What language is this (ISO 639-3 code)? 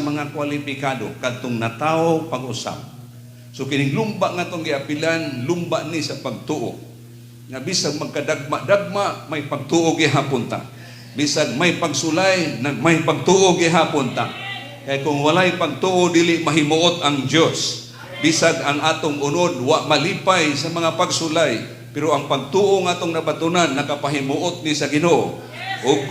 ceb